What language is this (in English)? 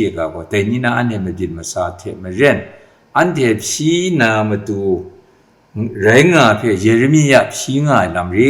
Kachin